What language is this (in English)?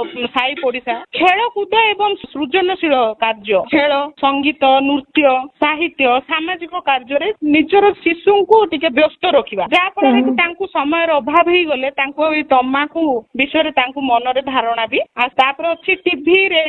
Odia